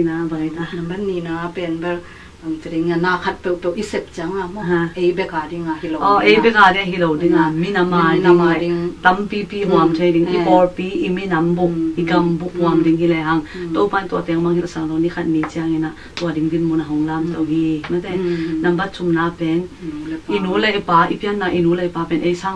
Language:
Tedim Chin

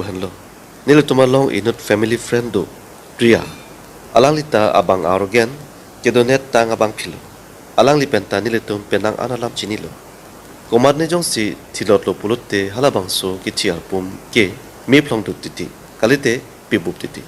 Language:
Karbi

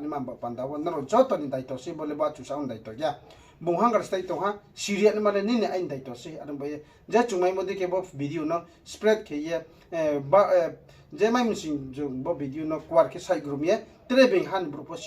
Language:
Riang (India)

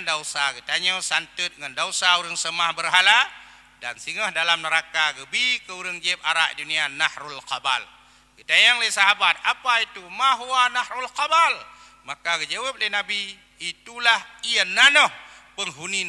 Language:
Achinese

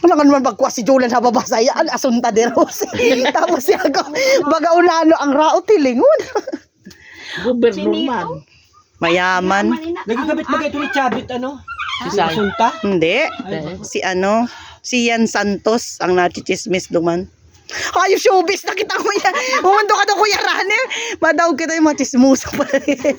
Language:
Bikol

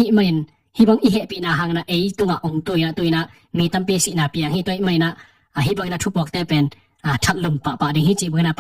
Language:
Tedim Chin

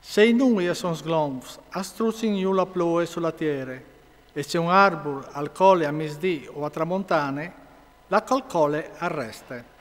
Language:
Friulian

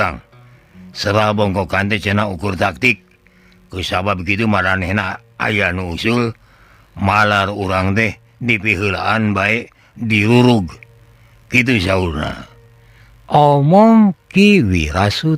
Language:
Sundanese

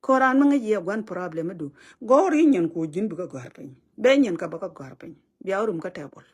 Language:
Nuer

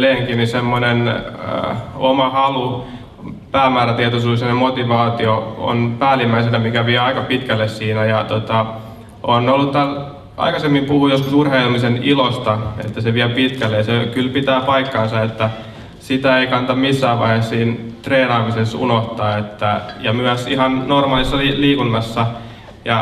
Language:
Finnish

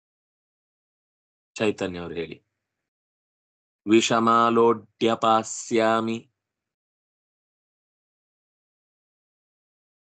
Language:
Kannada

